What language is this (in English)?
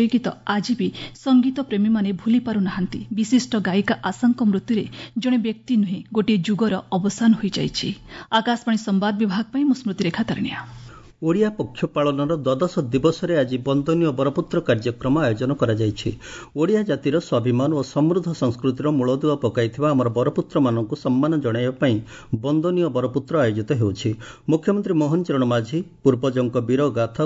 Odia